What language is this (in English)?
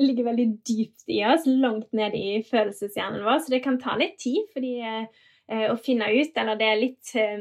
Norwegian